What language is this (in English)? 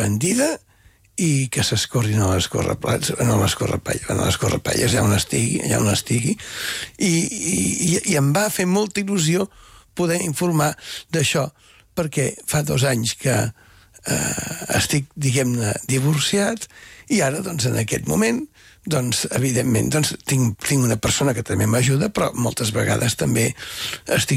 Catalan